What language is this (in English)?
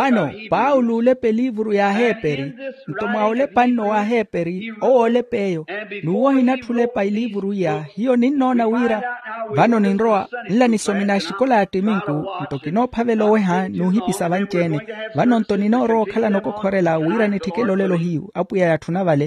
Makhuwa